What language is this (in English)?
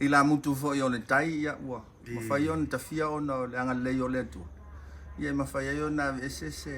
Samoan